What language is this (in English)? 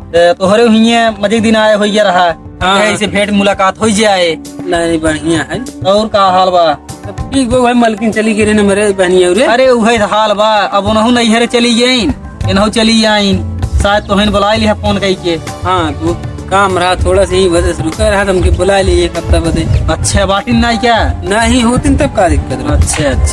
Awadhi